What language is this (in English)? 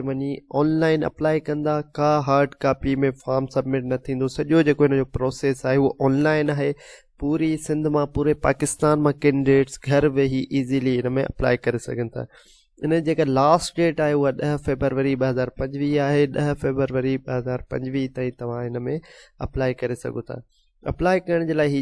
Sindhi